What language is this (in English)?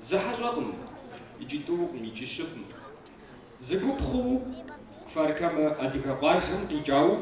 Kabardian